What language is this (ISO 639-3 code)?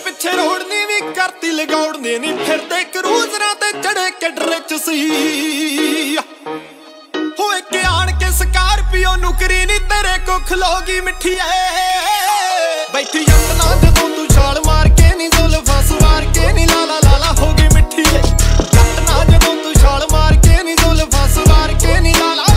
pan